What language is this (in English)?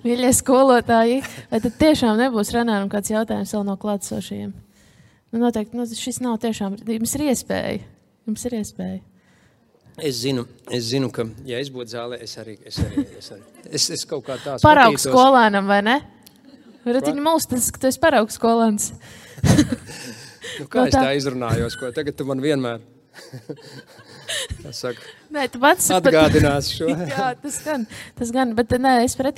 Latvian